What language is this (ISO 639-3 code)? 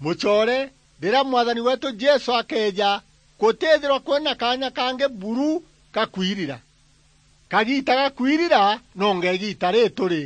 mer